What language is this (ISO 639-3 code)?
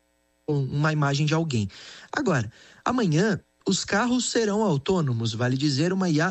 por